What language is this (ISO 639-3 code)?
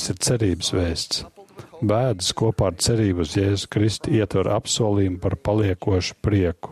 lav